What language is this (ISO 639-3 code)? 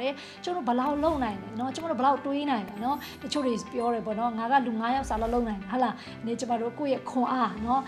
mya